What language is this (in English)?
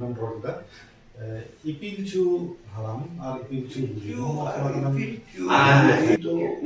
Santali